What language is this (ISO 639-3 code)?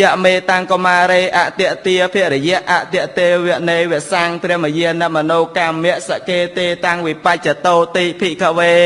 khm